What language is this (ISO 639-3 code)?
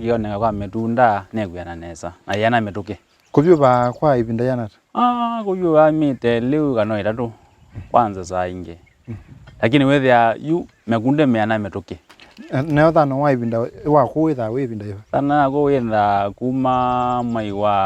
kam